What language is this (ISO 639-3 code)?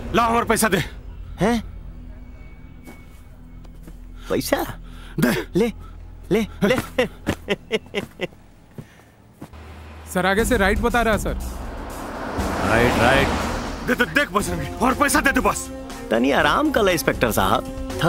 bho